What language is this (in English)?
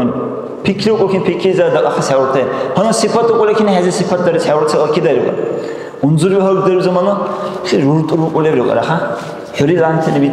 Dargwa